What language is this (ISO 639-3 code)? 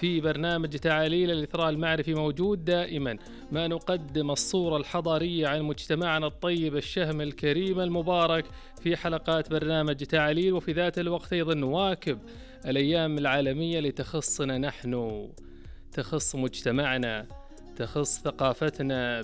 ars